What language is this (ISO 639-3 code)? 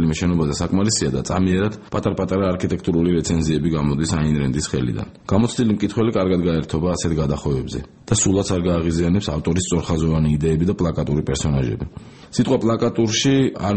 kat